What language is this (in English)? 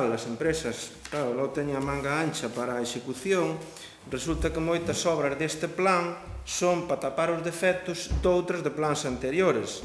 Galician